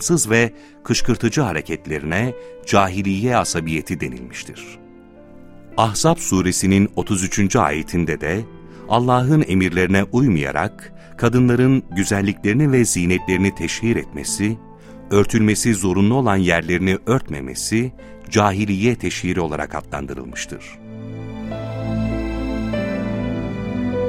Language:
Turkish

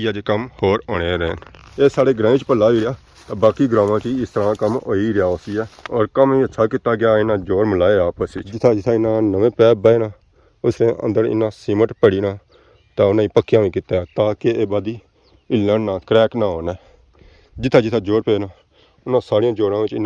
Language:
Pahari-Potwari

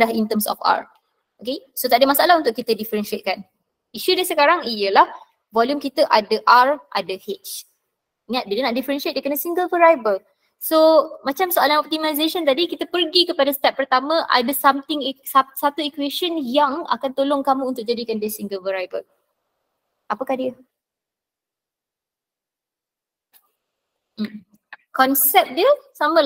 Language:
Malay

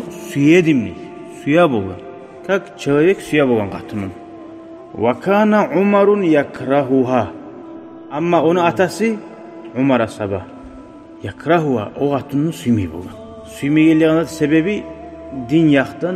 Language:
Kumyk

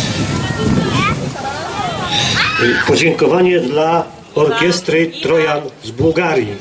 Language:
Polish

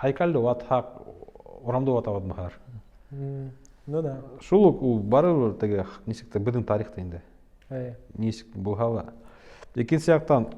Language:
Bashkir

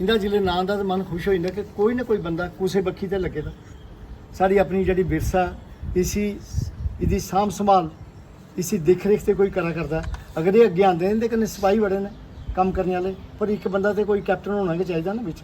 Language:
Dogri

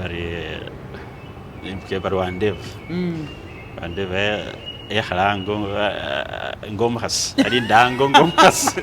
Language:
Masaaba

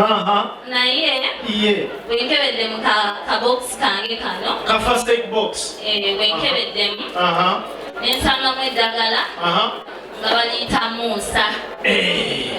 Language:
Ganda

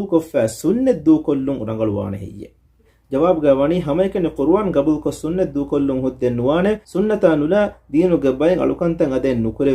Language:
Divehi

